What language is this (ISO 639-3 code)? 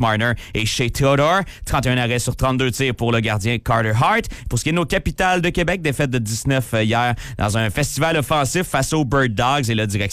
fra